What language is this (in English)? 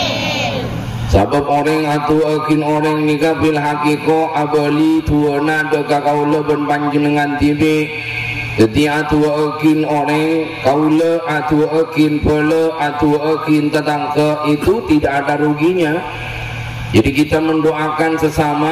Madurese